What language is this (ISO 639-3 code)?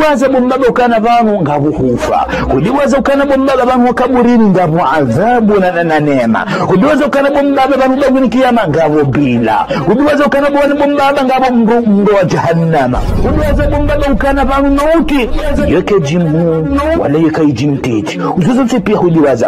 zdj